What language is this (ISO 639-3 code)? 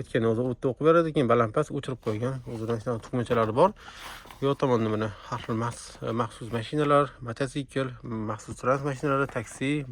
uzb